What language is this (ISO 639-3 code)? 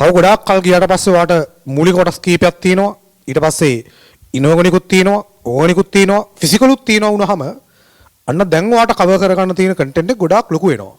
sin